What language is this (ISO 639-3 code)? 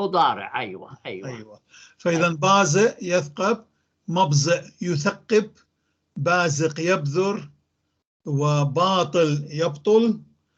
apc